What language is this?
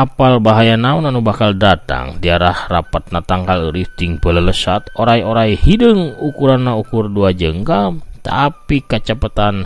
Sundanese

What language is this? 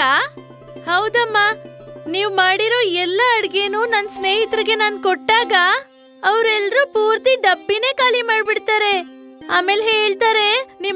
Kannada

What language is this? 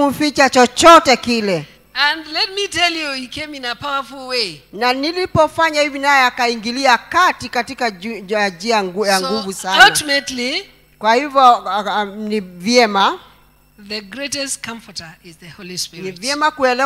Swahili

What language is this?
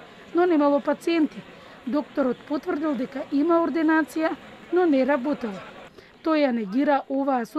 Macedonian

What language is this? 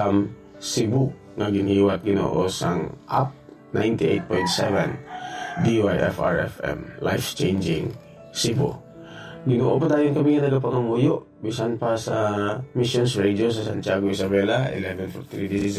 Hiligaynon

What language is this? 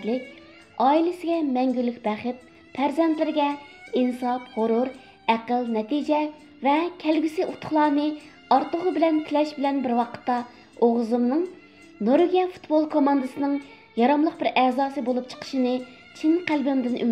Uyghur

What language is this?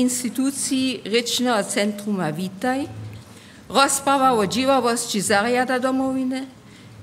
Upper Sorbian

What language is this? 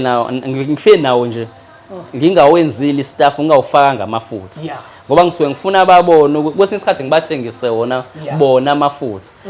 Zulu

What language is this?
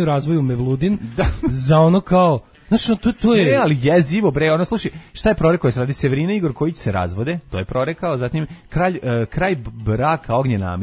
Serbian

